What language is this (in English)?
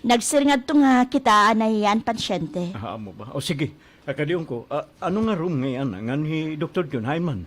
Waray